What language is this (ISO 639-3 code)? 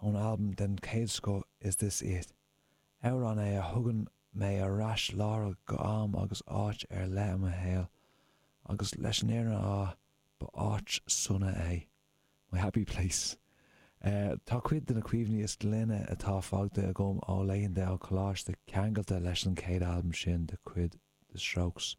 gle